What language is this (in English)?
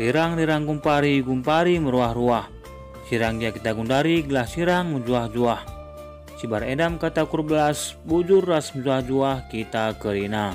Batak Karo